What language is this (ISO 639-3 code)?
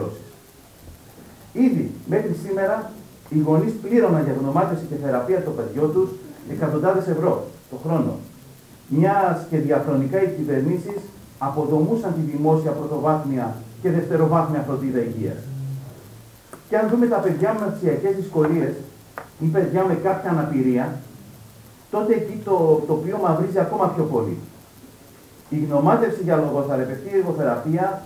ell